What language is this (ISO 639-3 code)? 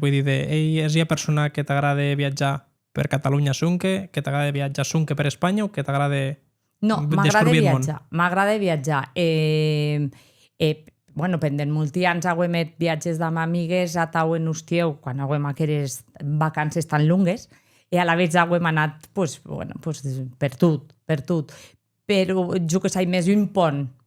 oci